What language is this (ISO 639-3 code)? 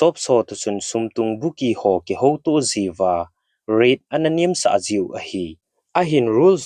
tcz